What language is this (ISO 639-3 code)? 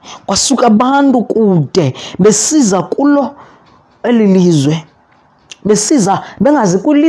xho